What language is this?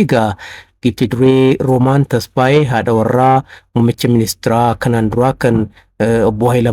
Oromo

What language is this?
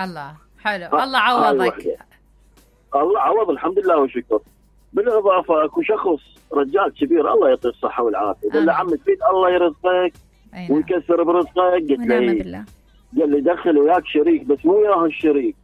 Mesopotamian Arabic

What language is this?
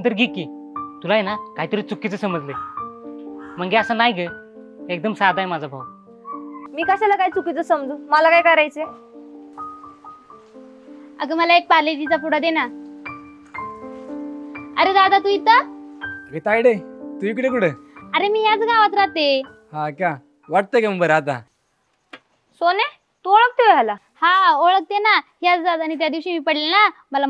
Marathi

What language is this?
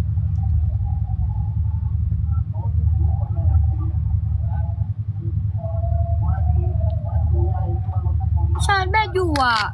Lao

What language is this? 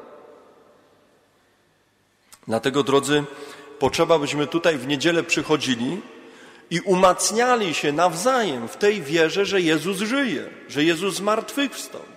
Polish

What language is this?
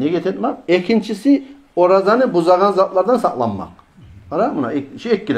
Kumyk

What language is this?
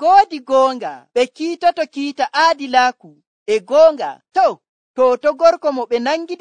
Nigerian Fulfulde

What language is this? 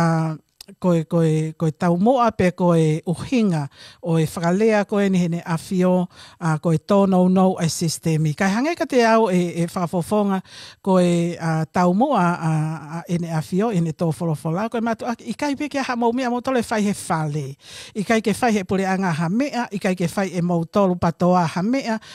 Tongan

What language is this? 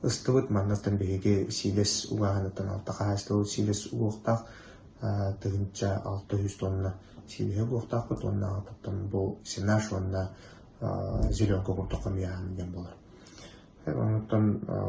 Yakut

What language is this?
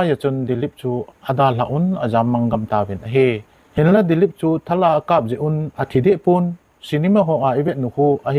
Thado Chin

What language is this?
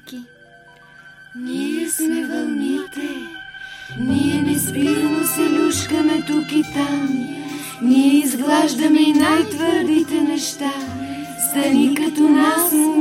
Bulgarian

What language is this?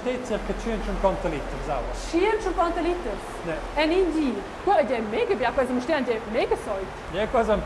Romansh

